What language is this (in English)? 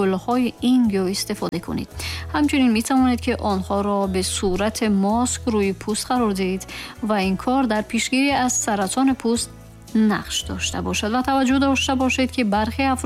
Tajik